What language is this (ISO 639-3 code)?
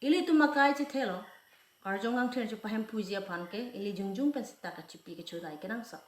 mjw